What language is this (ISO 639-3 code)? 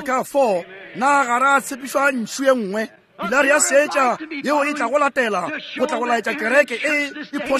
nso